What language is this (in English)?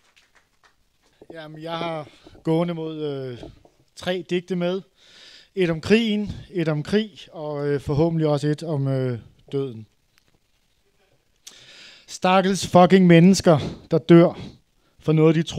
Danish